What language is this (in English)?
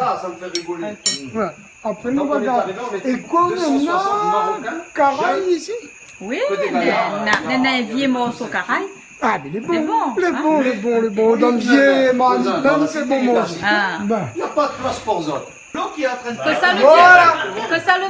Réunion Creole French